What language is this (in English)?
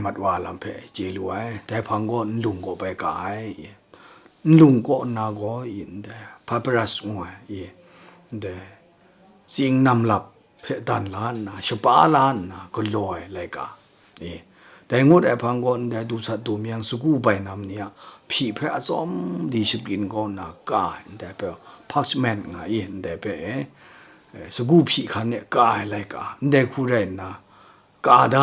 Kachin